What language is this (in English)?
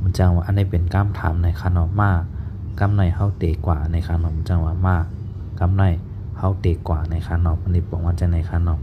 Shan